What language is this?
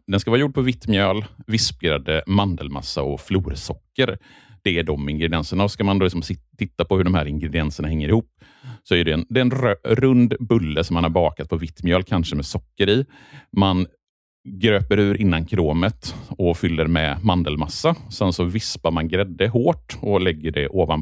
Swedish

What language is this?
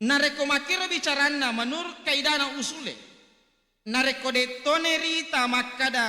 Buginese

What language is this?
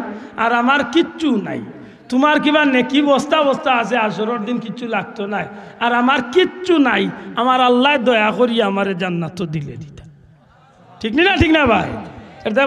Sylheti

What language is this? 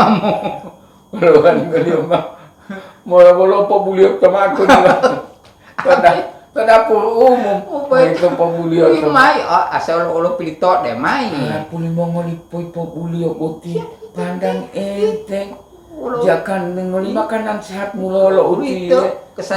Gorontalo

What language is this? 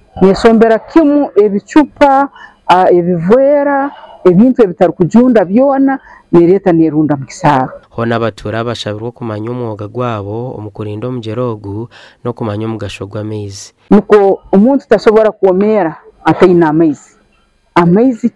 Nyankole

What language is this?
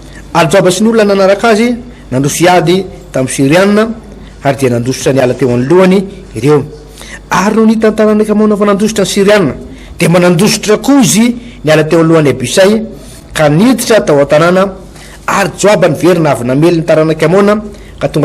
Malagasy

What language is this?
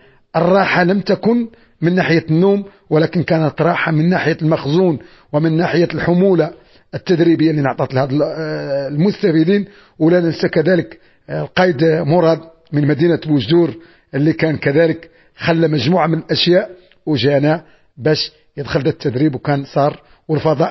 Moroccan Arabic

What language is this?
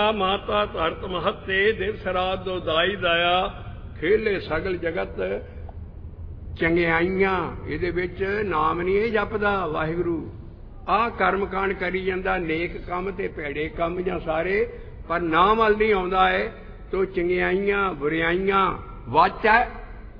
Punjabi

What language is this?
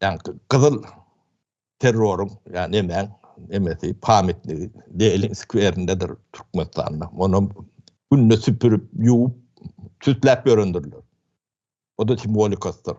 Turkmen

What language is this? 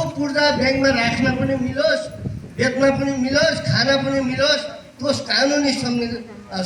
Nepali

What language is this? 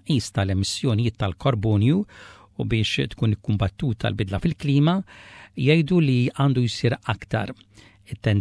Maltese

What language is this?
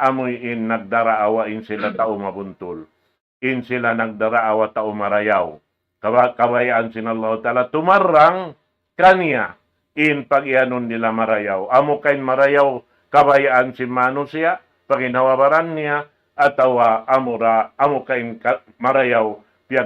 Tausug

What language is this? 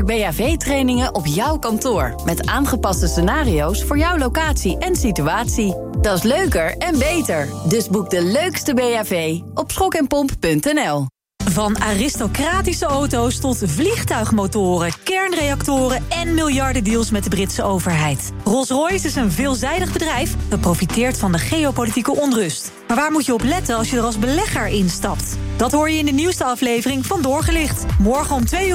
Dutch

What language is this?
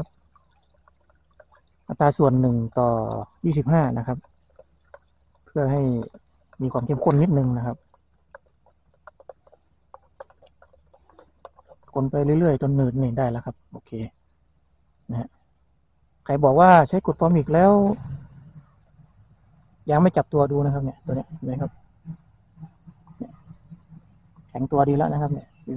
Thai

